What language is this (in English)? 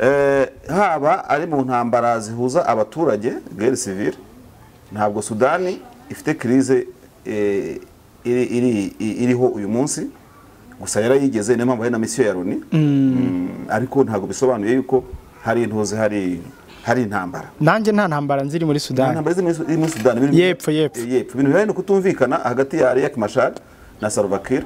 Kinyarwanda